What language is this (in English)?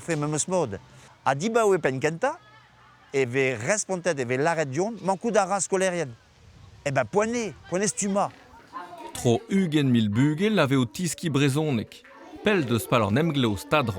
Breton